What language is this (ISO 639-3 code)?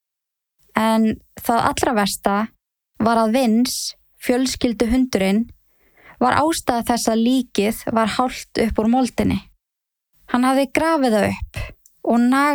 isl